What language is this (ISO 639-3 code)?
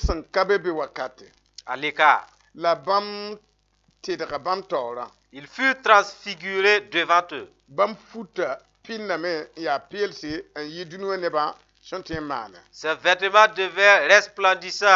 mos